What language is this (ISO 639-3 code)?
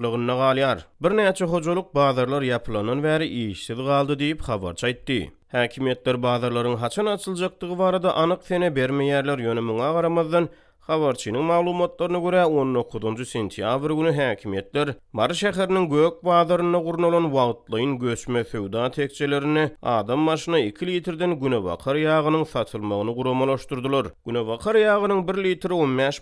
tuk